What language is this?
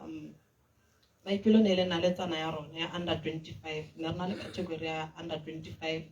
Tswana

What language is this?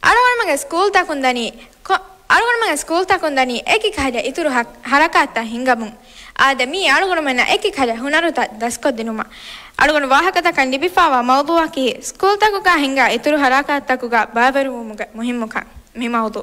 Divehi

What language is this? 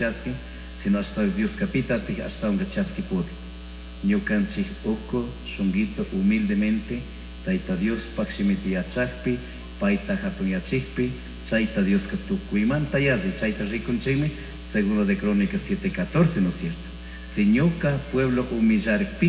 Chimborazo Highland Quichua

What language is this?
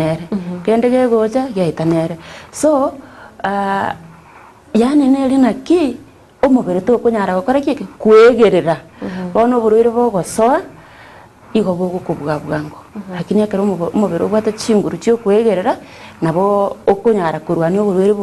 Gusii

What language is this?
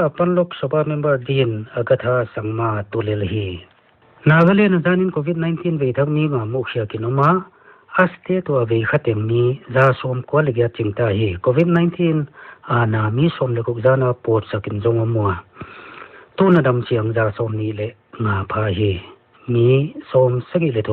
Paite Chin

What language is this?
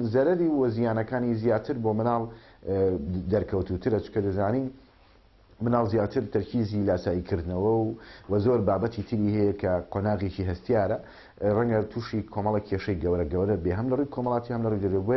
Central Kurdish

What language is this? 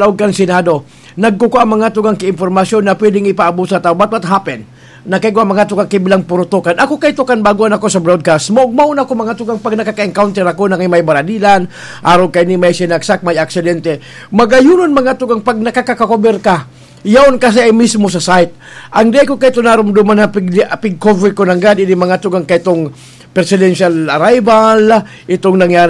Bikol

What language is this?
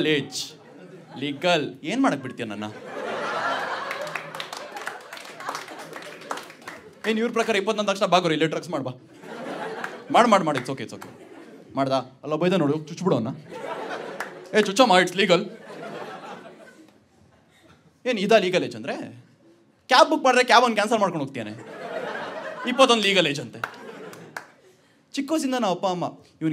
Kannada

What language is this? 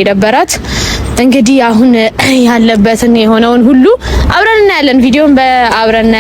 Amharic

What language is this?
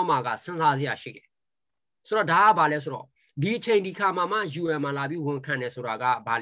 Burmese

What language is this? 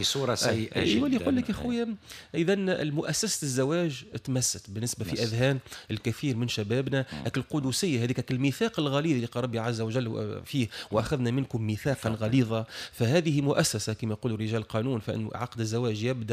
Tunisian Arabic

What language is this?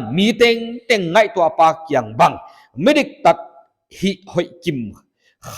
Paite Chin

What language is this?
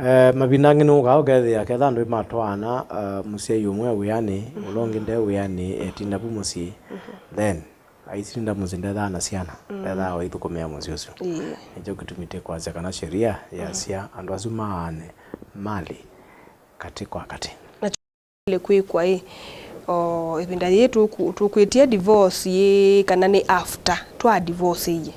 Kamba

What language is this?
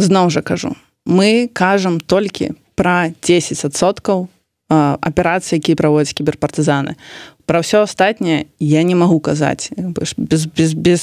Belarusian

